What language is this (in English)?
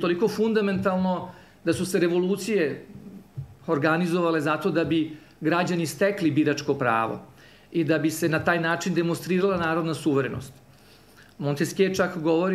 Serbian